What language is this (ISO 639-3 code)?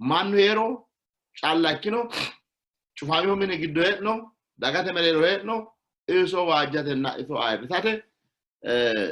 sid